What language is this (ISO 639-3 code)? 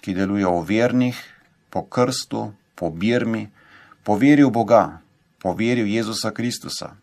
slv